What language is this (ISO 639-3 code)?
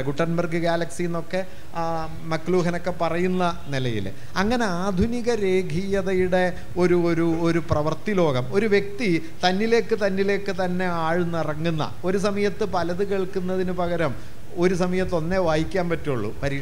mal